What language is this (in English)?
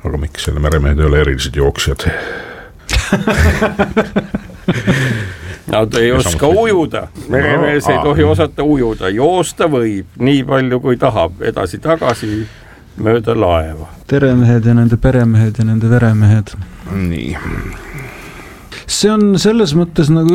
Estonian